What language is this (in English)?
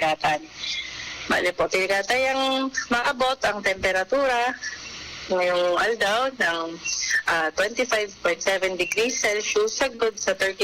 Bikol